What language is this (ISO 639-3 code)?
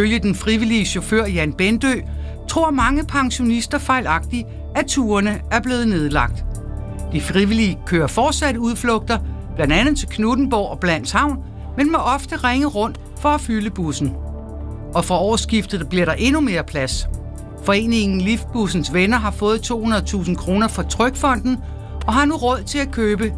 dan